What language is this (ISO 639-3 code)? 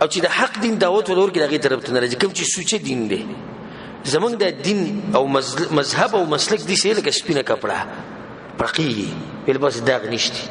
pus